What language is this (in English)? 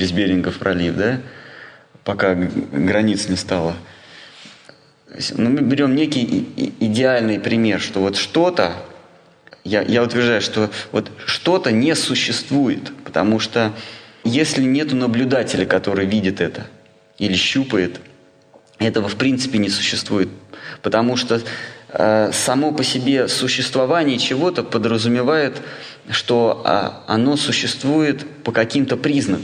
Russian